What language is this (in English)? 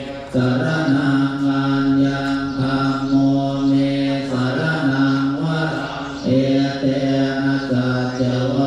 Pali